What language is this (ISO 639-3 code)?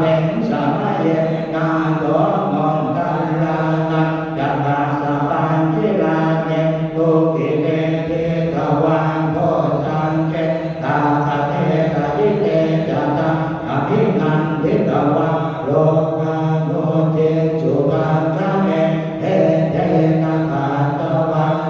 pli